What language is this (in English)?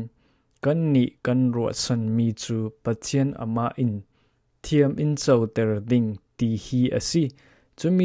Falam Chin